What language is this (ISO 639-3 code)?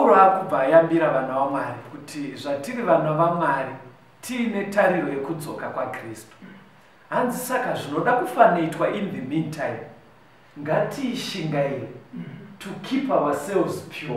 sna